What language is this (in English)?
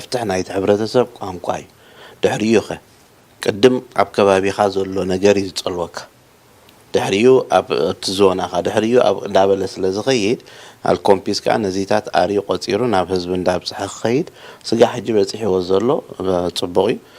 Tigrinya